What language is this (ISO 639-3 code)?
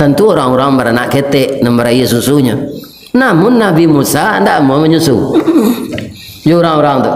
min